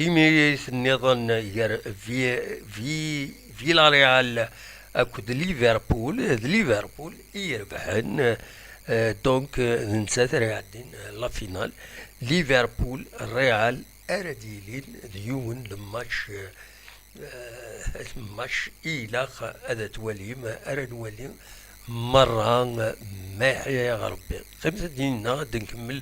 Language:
Kabyle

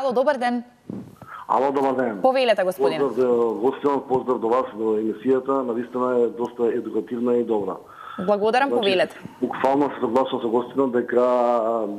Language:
Macedonian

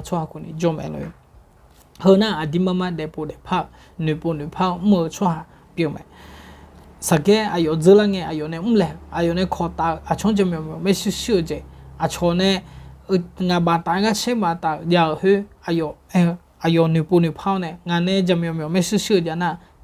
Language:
Akha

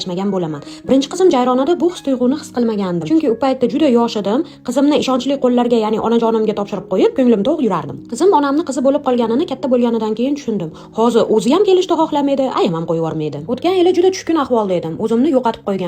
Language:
Uzbek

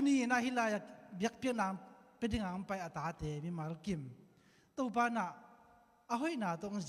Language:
Tedim Chin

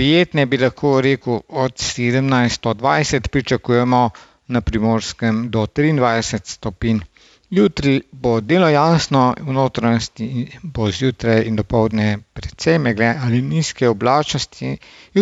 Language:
Slovenian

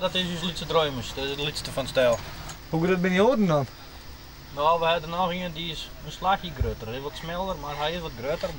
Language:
Western Frisian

